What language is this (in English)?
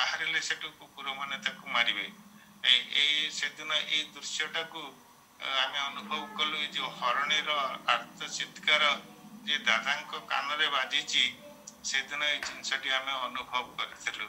Odia